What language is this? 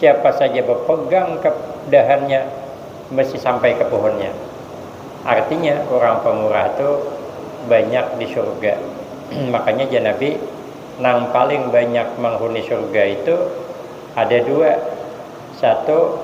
Banjar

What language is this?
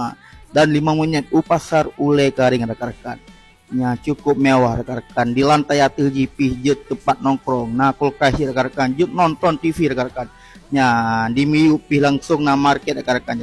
Achinese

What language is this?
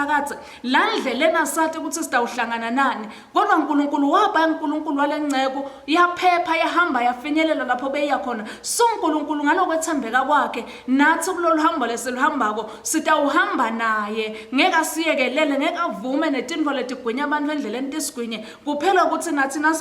Swati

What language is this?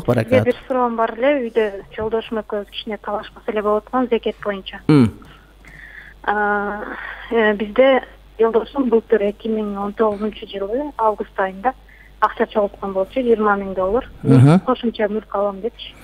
Kyrgyz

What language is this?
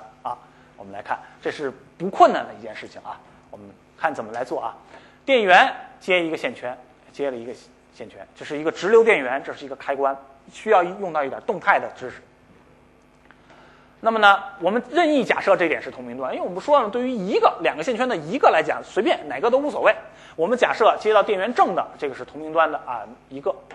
Chinese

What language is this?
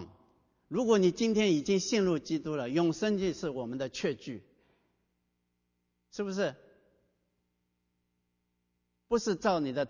Chinese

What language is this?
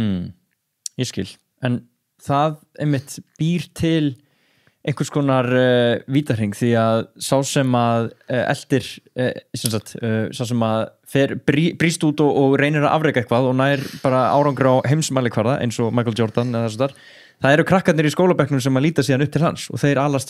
Icelandic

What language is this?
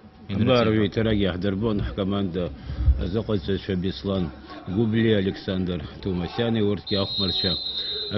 Abkhazian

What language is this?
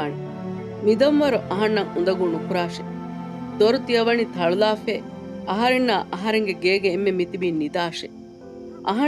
Divehi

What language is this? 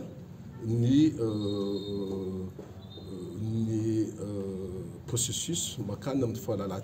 Malagasy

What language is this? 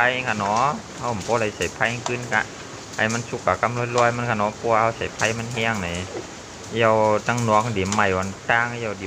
Shan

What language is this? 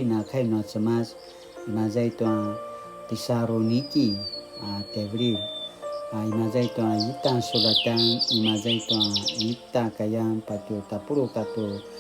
Paiwan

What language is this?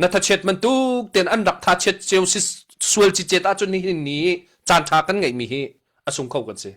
Hakha Chin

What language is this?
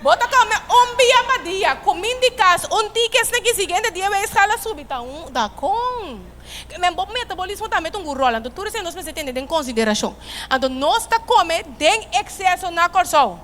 Papiamento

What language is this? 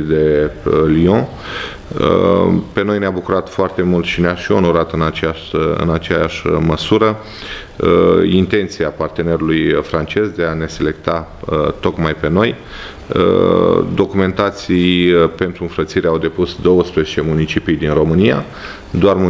Romanian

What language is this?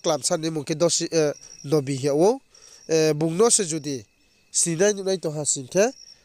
Riang (India)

